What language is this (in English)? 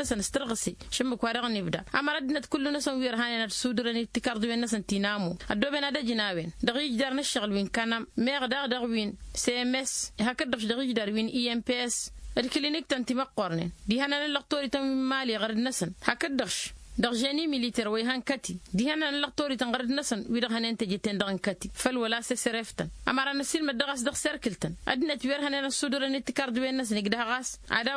Tamasheq